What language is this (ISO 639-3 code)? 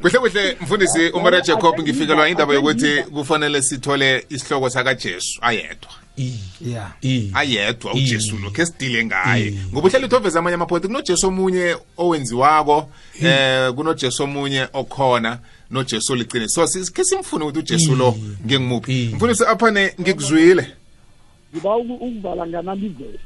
nbl